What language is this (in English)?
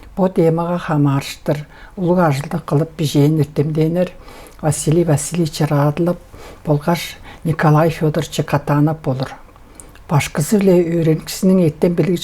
Tuvinian